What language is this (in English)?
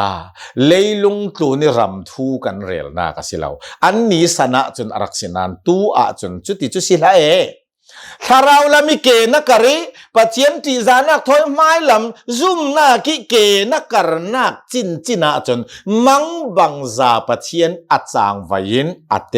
Hakha Chin